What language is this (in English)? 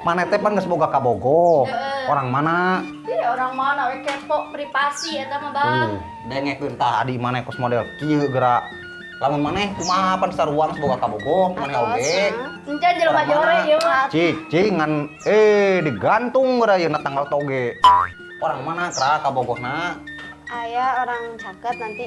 Sundanese